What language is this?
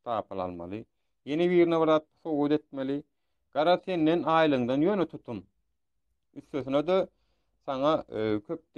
Turkmen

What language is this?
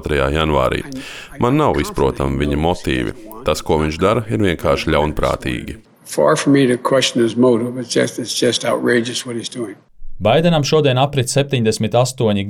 Latvian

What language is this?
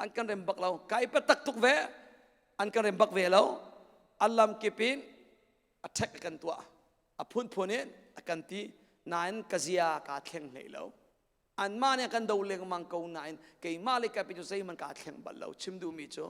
Hakha Chin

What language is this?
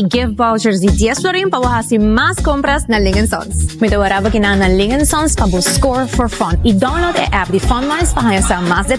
Papiamento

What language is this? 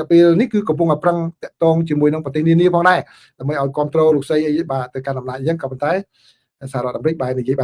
Khmer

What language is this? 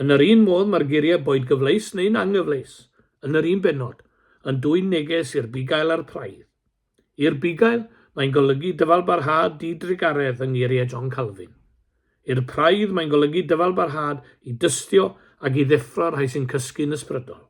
Welsh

